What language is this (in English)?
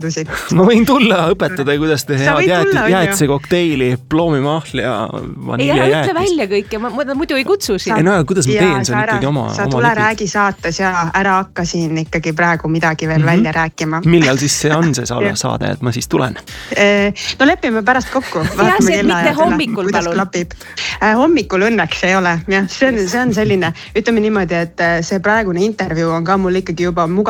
Estonian